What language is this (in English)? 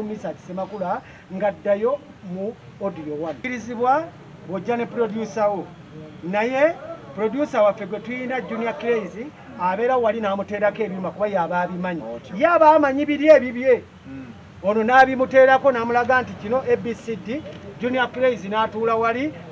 Ganda